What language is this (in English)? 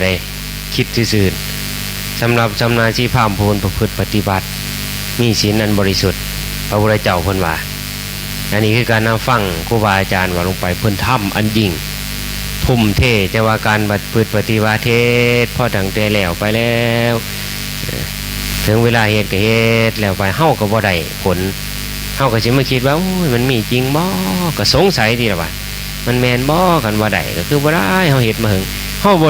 Northeastern Thai